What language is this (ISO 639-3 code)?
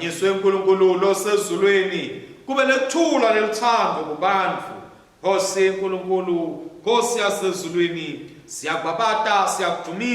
ssw